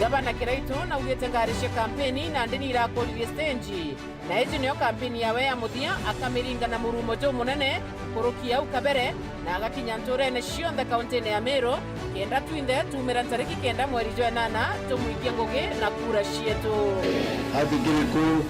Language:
Meru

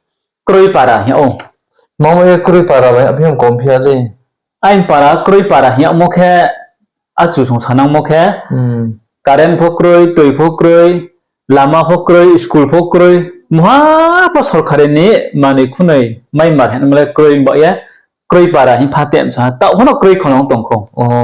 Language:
Riang (India)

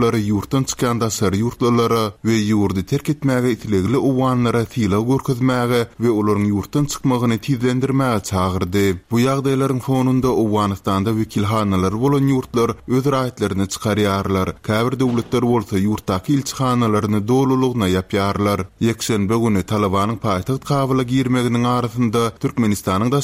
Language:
Turkmen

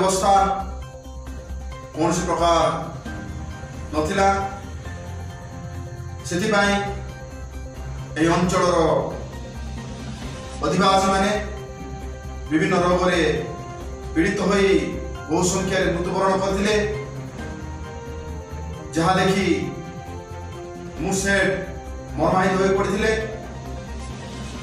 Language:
Odia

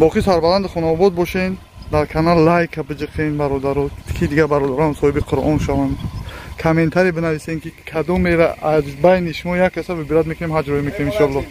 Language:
Tajik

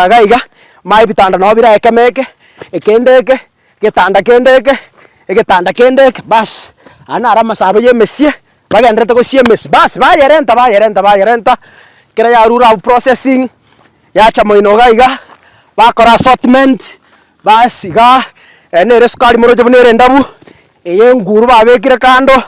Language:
Gusii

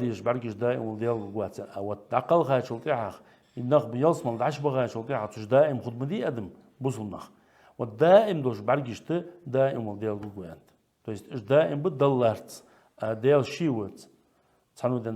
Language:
Ingush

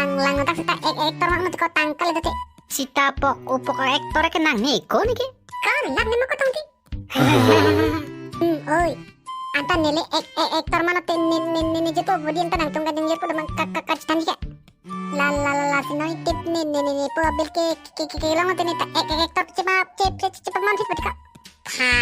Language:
Karbi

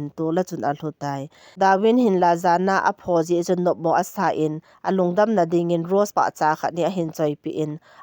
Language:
Thado Chin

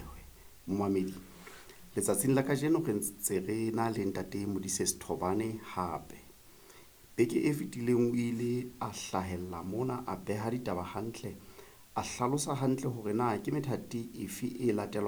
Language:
Southern Sotho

